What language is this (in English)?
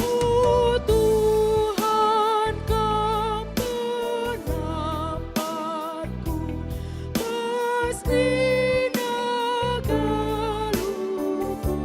Batak Karo